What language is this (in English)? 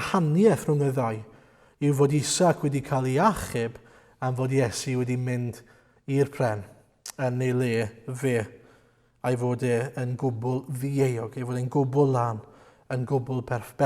Welsh